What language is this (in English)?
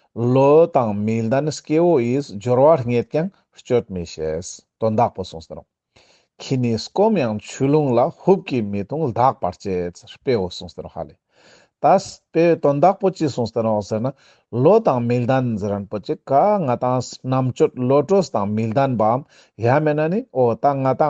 Ladakhi